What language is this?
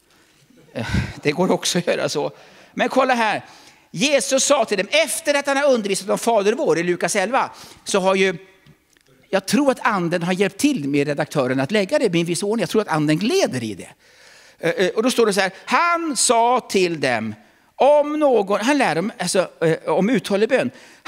Swedish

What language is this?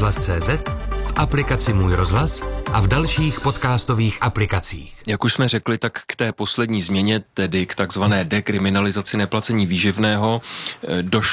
Czech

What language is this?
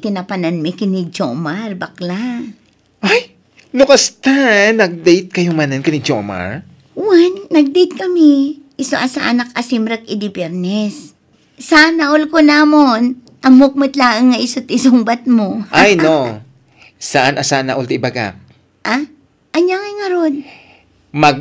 Iloko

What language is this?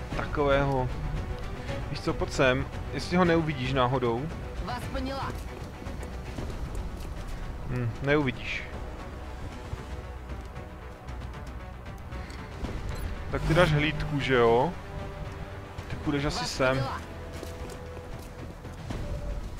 Czech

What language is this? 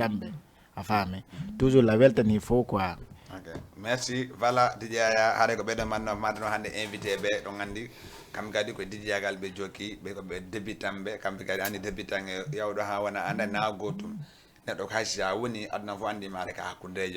Fula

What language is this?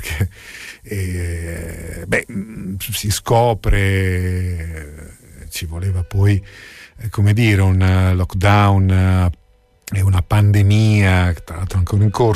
Italian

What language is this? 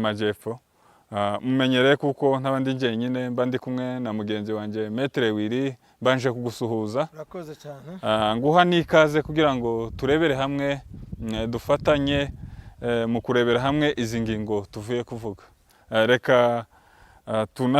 Kinyarwanda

